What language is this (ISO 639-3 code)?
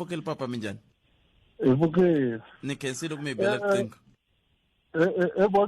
tso